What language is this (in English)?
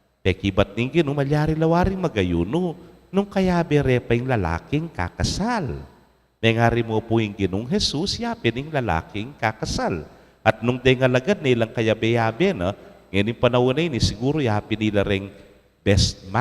Pampanga